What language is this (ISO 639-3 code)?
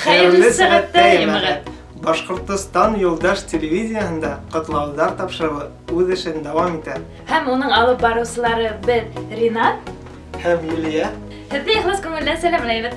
bak